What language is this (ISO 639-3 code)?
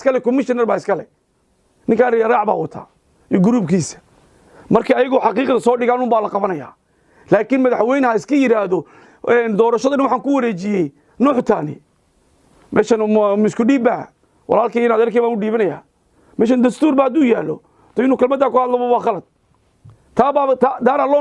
som